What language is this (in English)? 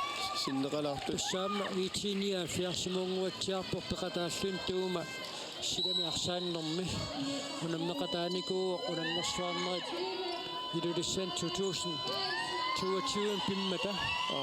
Kalaallisut